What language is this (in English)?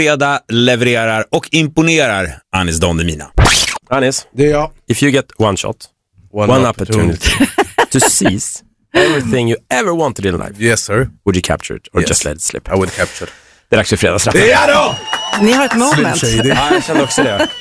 Swedish